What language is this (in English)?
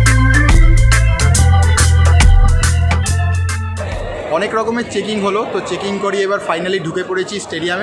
Bangla